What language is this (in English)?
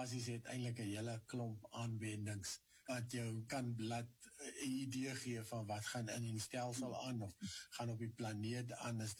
Afrikaans